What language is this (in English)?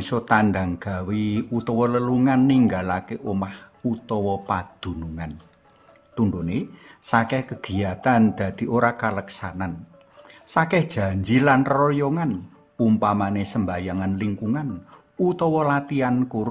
Javanese